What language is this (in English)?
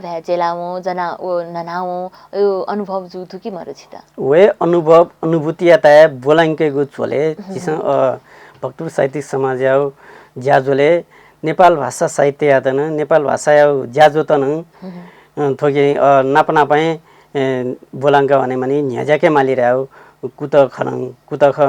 Newari